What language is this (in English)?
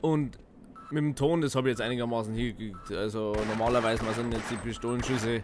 Bavarian